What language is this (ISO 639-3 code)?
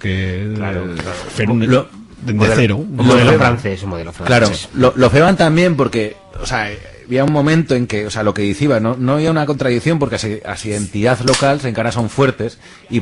arg